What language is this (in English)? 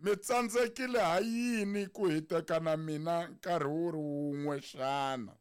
Tsonga